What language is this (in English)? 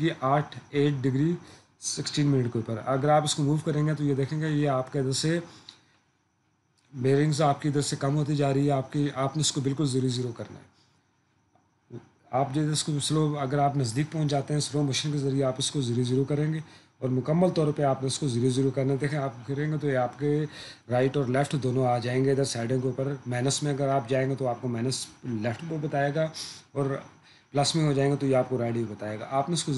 Urdu